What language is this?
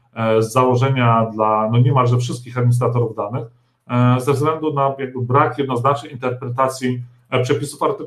Polish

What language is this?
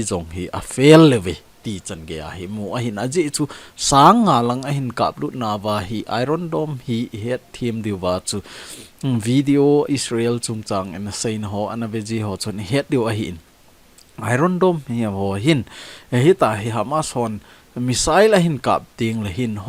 Thado Chin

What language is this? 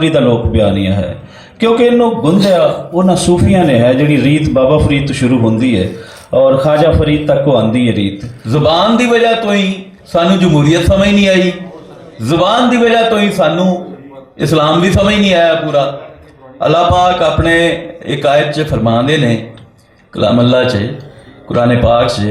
Western Panjabi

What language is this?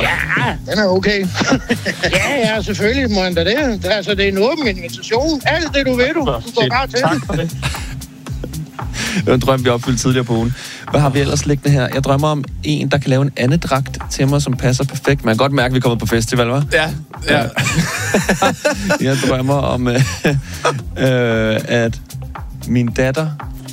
Danish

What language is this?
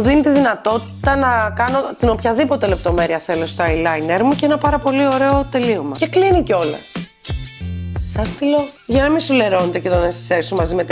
Greek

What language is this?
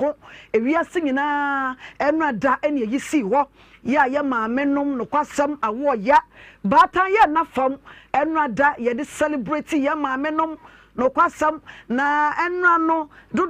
Akan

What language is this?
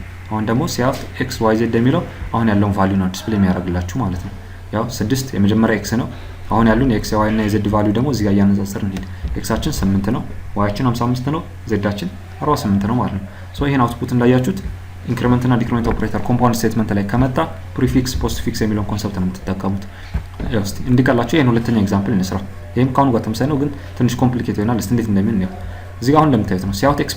Amharic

